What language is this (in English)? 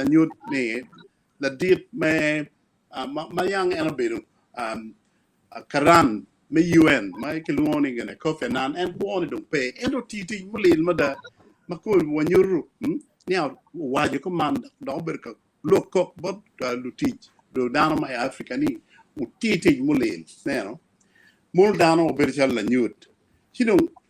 Acoli